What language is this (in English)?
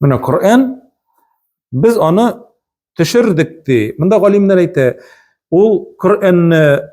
Tatar